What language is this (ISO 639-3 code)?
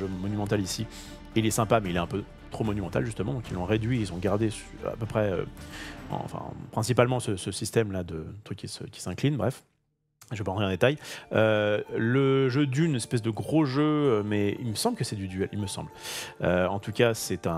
fra